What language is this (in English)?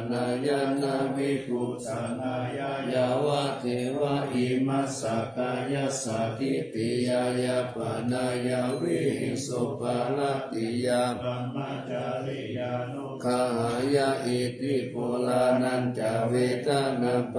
Pali